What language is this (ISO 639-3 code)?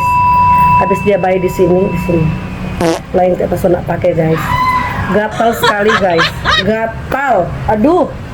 xmm